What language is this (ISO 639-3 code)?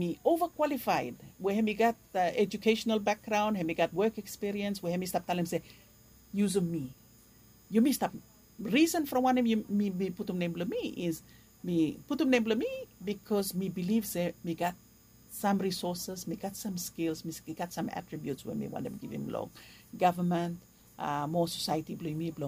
bis